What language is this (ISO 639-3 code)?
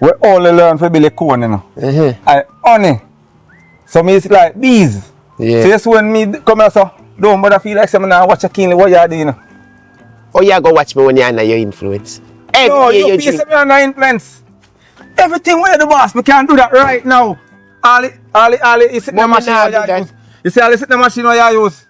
jam